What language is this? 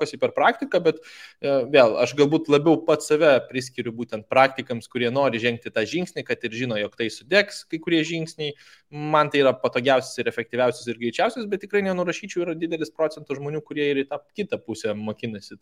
Lithuanian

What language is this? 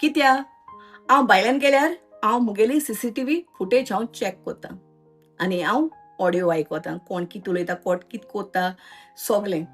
Konkani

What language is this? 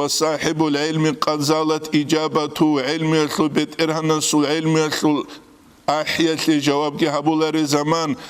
Avaric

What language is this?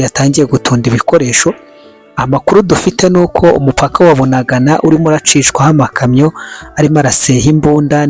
Kinyarwanda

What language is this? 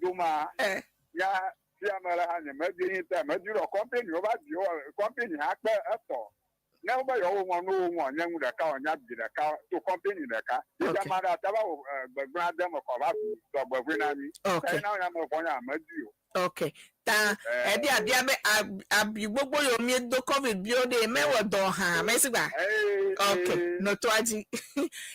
Ewe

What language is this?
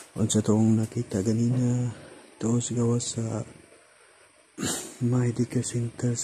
Cebuano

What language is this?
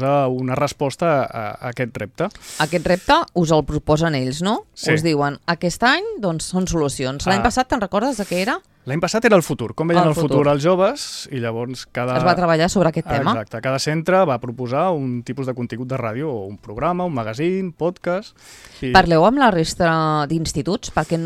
Catalan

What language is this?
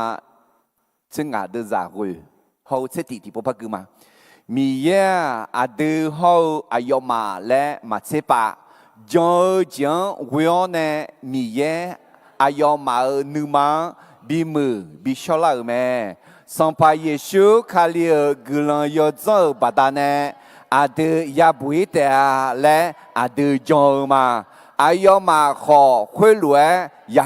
Akha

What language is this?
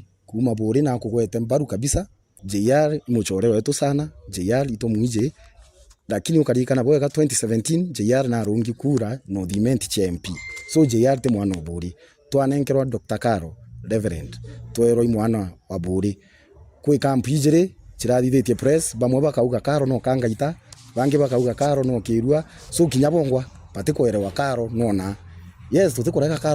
Meru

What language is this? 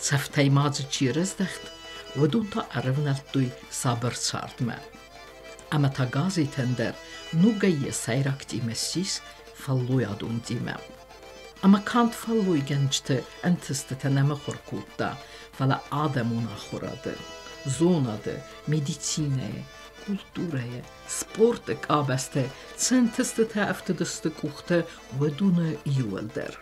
Ossetic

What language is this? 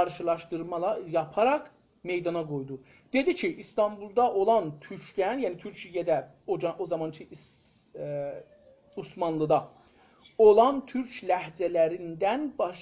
South Azerbaijani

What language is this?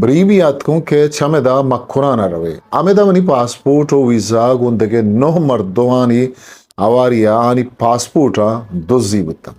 Eastern Balochi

